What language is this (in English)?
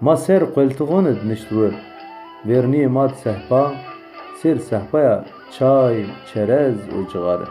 Zaza